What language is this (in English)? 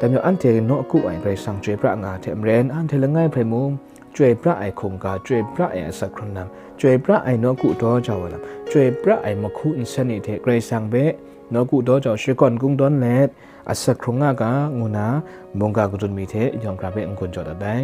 Kachin